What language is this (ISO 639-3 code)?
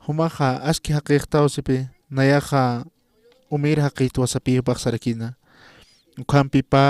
aym